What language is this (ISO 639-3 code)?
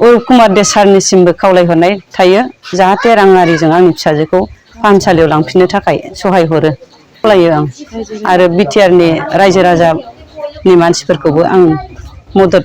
brx